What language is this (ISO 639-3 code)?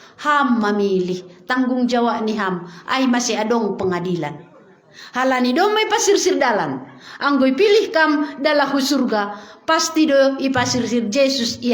bts